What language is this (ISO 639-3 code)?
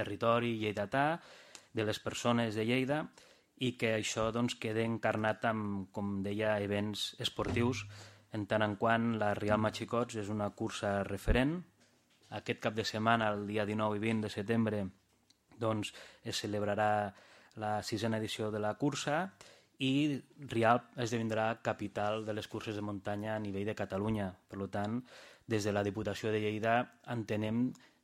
cat